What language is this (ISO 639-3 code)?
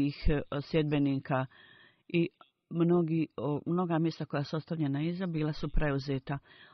bos